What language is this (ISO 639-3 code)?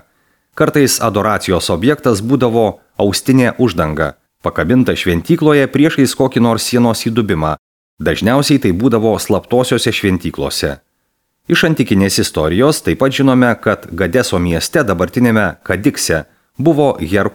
lit